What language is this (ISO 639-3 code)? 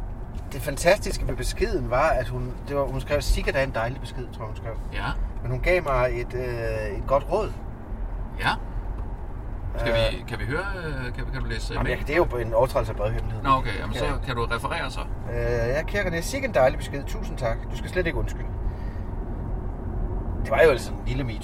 dan